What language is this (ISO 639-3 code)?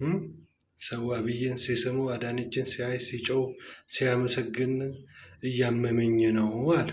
amh